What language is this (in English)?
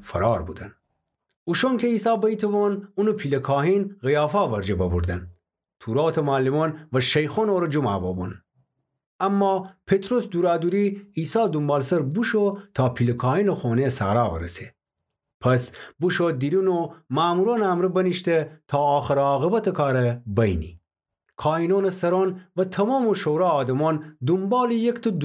Gilaki